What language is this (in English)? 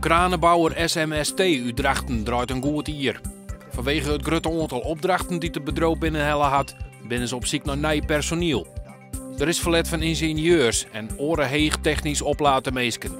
Western Frisian